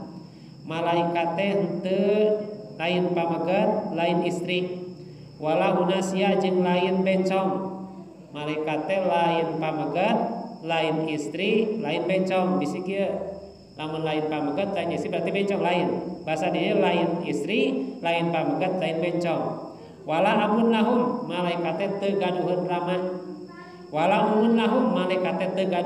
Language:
Sundanese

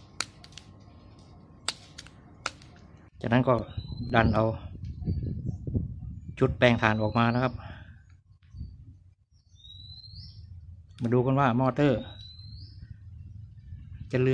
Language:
Thai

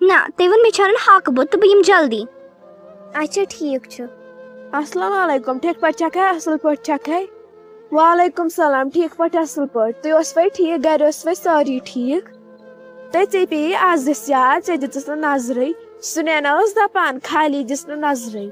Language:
Kashmiri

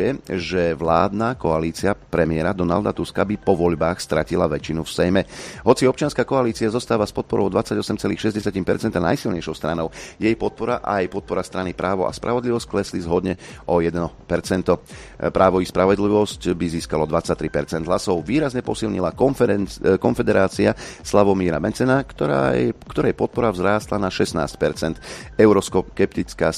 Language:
Slovak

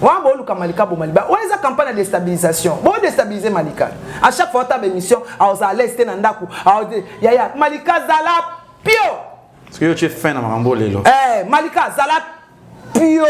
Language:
Lingala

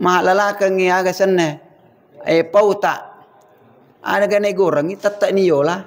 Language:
Buginese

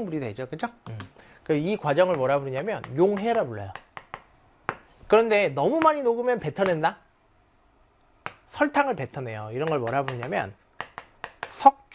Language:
Korean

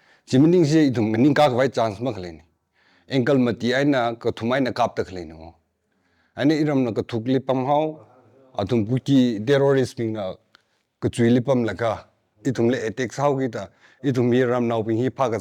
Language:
Tangkhul Naga (India)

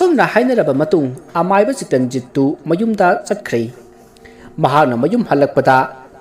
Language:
Manipuri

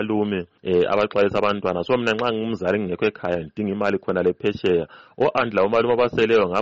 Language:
North Ndebele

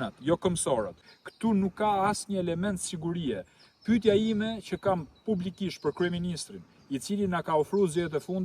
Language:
Albanian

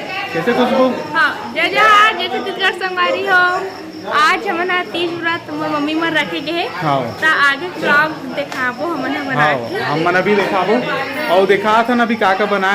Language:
Chhattisgarhi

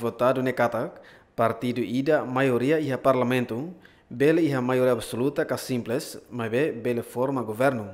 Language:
Tetum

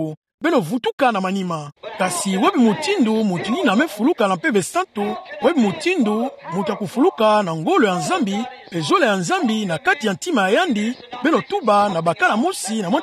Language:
Kituba (Democratic Republic of Congo)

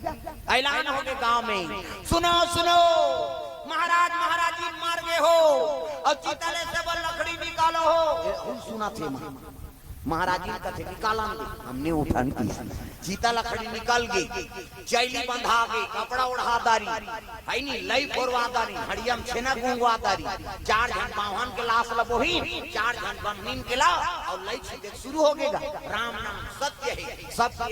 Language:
Chhattisgarhi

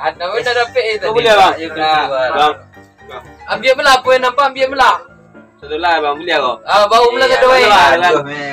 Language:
Minangkabau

